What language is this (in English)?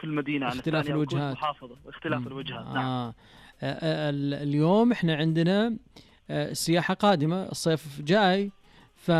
Najdi Arabic